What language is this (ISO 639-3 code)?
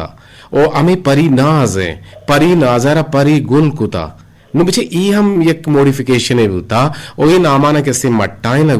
bgp